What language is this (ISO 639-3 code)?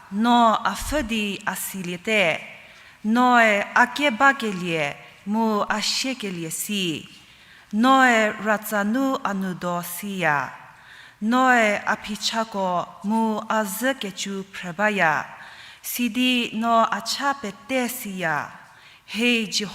njm